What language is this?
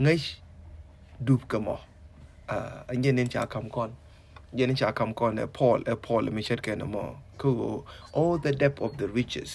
Nuer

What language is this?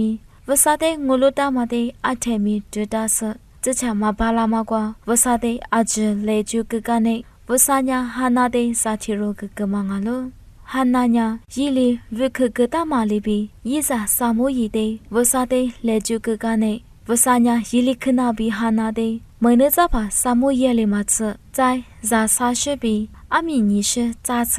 Lisu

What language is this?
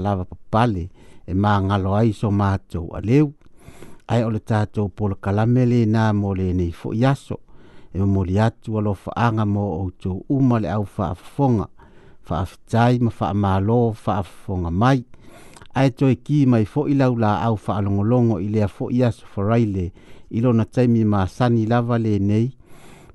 Samoan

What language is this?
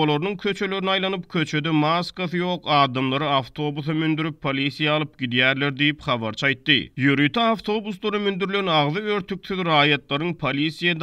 Turkmen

